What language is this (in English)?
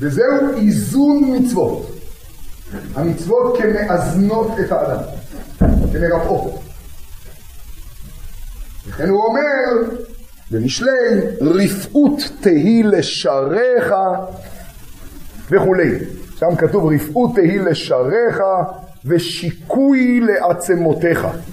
Hebrew